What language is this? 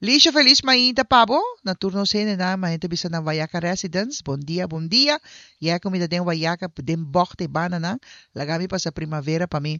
Papiamento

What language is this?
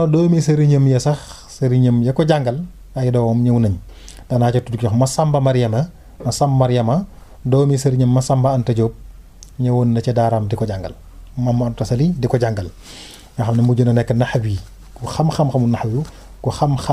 Wolof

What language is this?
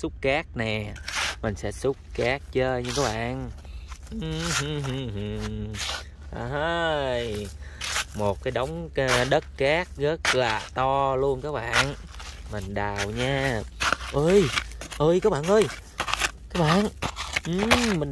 Vietnamese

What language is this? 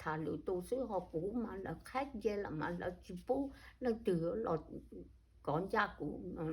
Hmong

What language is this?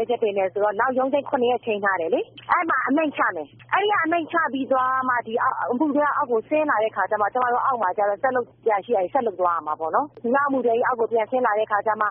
Burmese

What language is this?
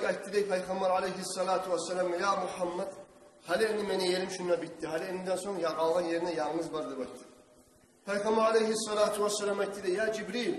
Kumyk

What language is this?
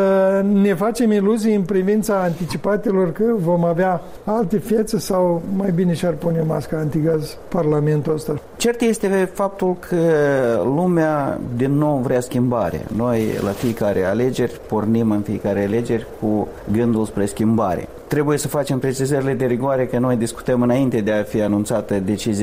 Romanian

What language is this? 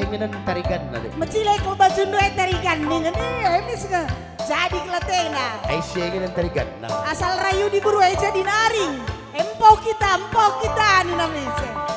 Batak Karo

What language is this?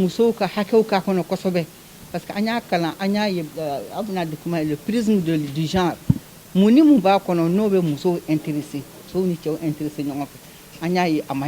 Bambara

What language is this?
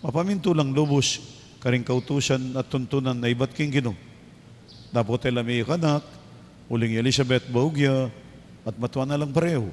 Pampanga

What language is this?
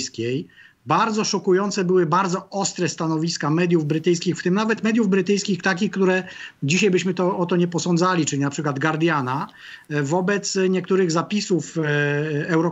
Polish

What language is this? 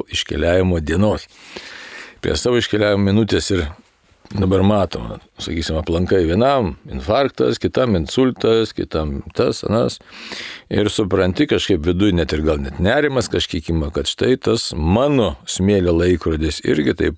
Lithuanian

